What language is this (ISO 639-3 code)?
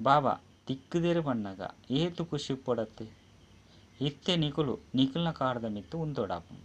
tcy